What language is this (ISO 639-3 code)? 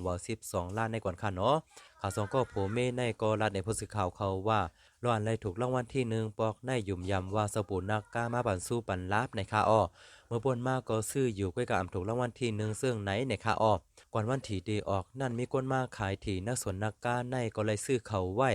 shn